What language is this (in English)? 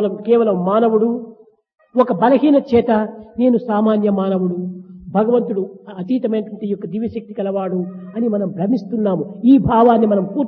Telugu